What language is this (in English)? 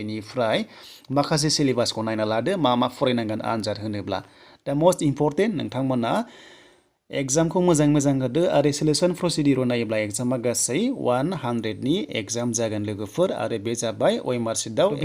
Bodo